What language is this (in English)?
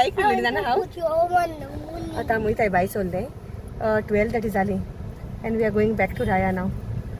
Konkani